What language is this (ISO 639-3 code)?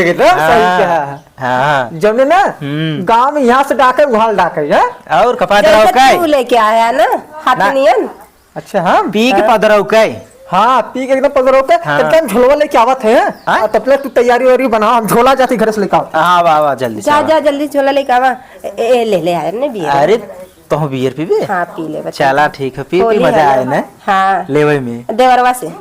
awa